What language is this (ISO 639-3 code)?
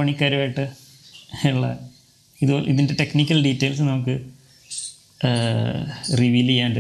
mal